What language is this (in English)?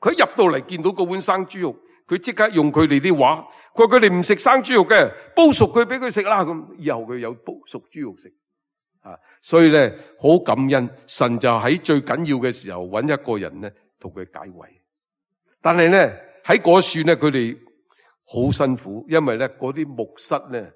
Cantonese